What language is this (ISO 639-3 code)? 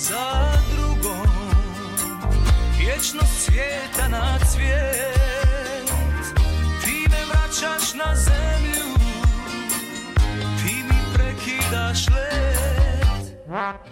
hrv